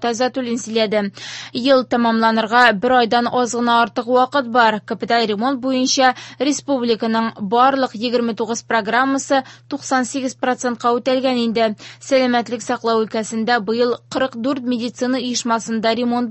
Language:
Tatar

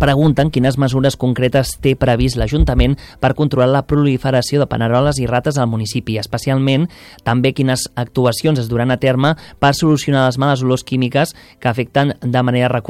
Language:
Catalan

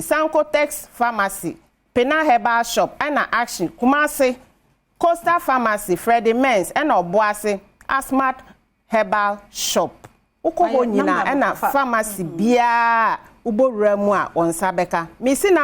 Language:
Akan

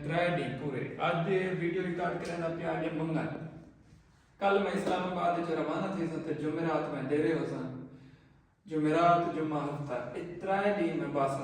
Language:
Saraiki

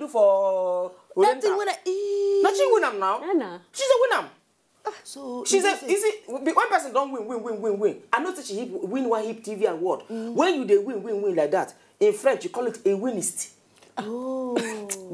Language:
Nigerian Pidgin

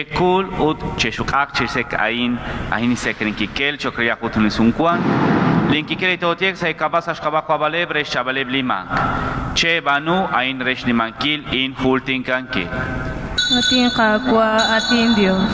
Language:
Kekchí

